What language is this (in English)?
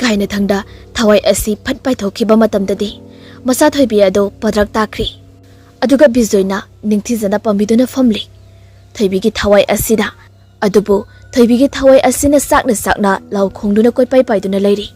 Manipuri